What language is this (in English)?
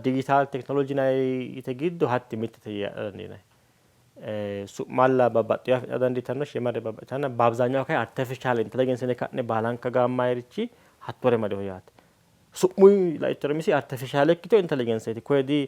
Sidamo